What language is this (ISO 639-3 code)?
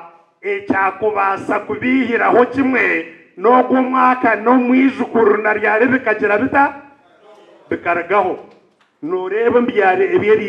nyn